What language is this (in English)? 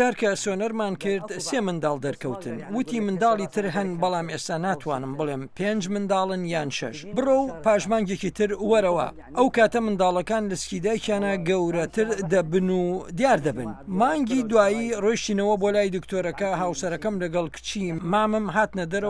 Central Kurdish